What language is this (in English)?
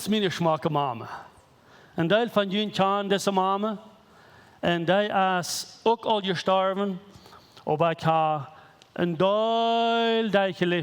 Plautdietsch